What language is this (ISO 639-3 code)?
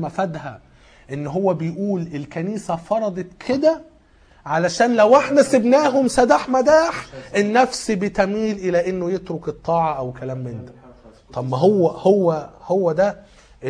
arz